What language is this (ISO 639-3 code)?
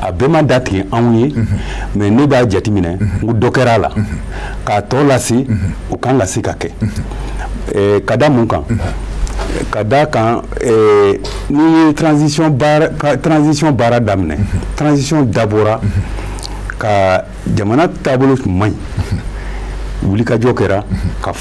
bam